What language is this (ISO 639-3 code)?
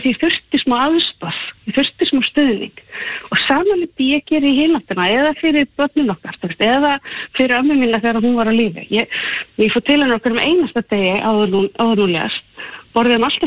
isl